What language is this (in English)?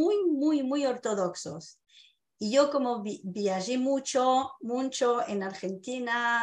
Ladino